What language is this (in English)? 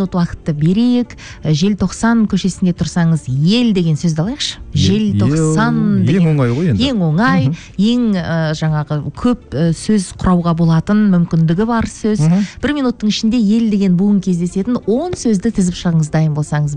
Kazakh